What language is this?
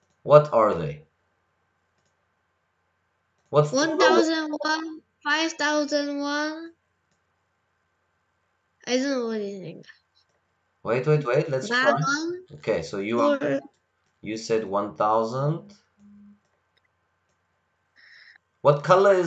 English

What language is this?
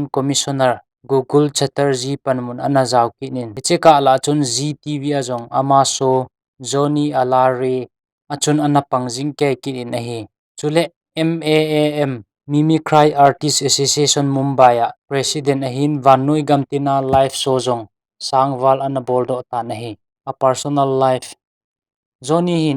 Thado Chin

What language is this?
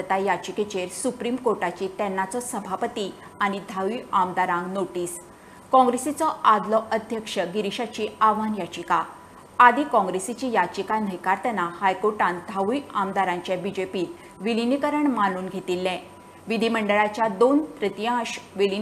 Konkani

